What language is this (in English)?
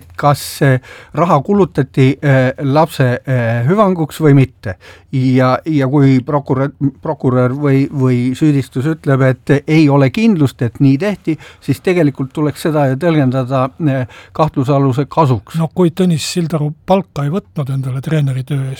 Estonian